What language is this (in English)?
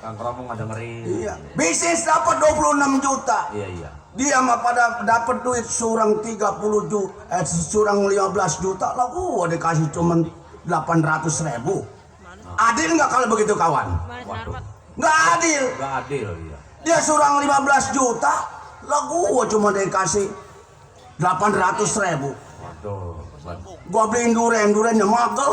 Betawi